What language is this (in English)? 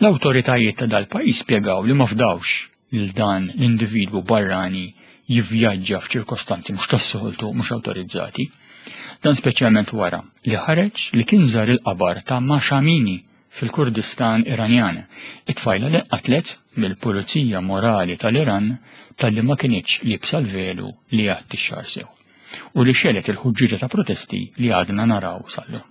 Maltese